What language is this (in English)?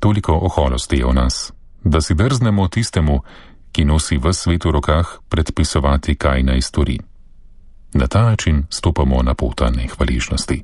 Slovenian